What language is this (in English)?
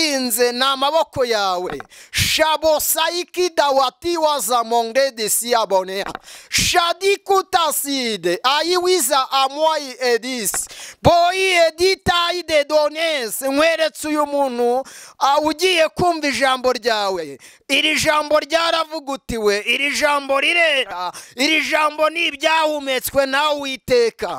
Kinyarwanda